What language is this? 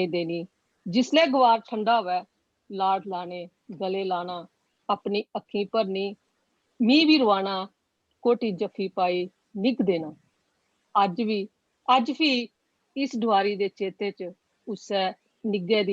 Dogri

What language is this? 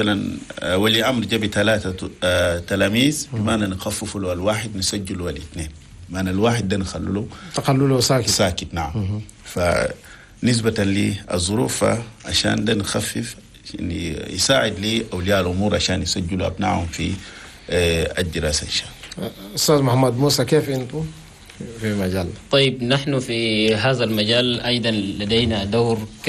Chadian Arabic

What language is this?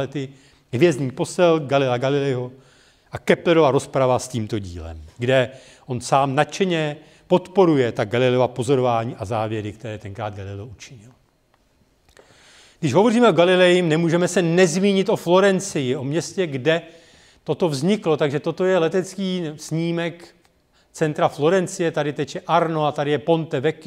Czech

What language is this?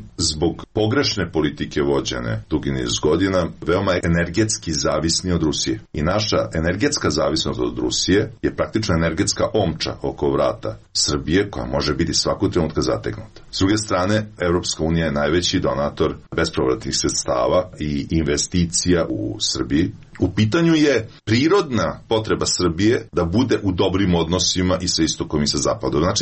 Serbian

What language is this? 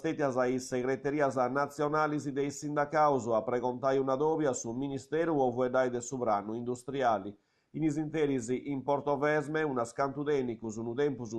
Sardinian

